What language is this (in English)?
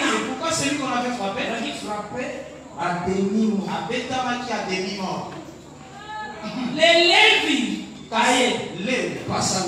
French